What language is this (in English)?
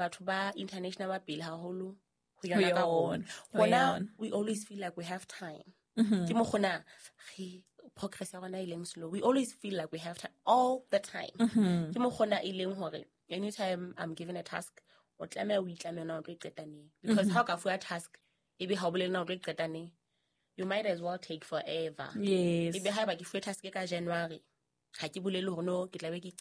Southern Sotho